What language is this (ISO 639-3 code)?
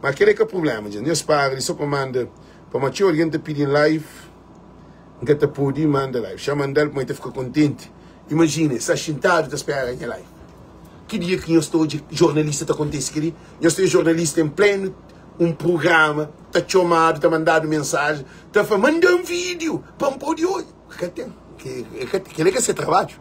kea